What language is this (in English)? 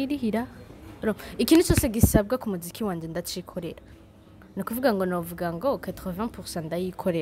Rundi